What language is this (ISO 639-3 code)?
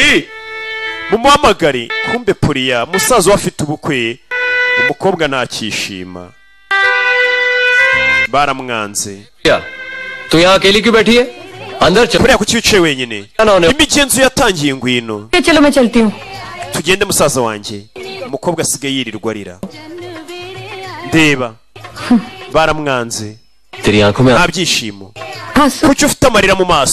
kin